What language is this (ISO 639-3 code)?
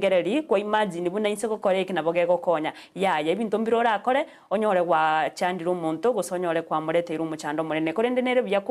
guz